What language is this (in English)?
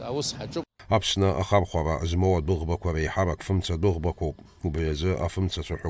Abkhazian